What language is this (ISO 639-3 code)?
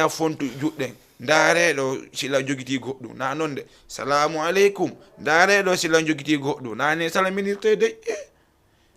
ful